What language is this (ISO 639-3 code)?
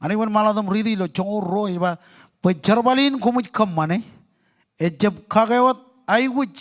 mah